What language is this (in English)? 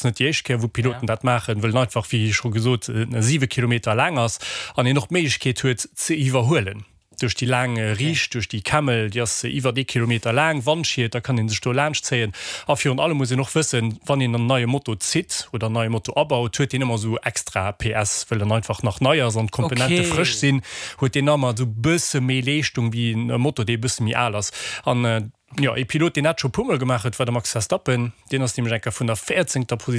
Luxembourgish